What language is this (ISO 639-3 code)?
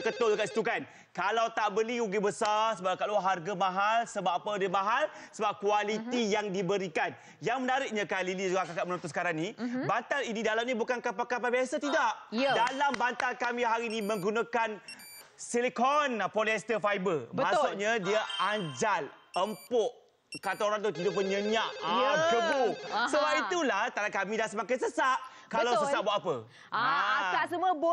msa